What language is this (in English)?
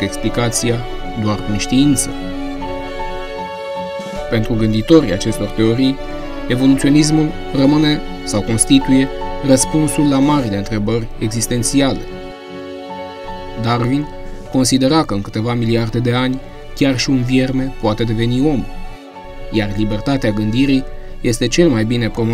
Romanian